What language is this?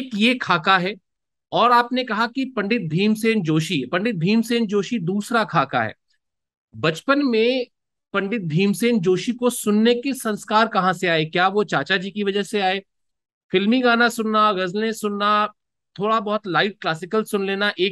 Hindi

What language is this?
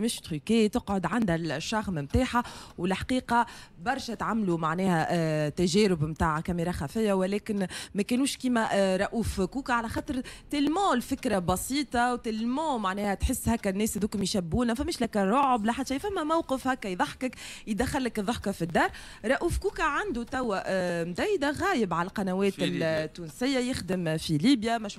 Tunisian Arabic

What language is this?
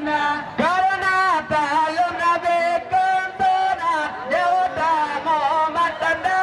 Achinese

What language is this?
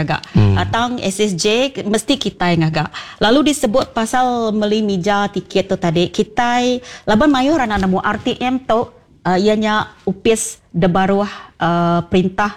Iban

